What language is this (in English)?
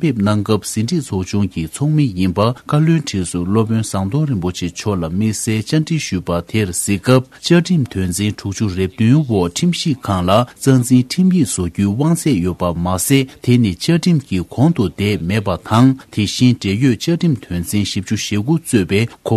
Tibetan